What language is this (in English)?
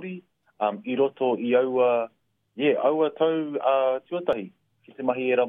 Māori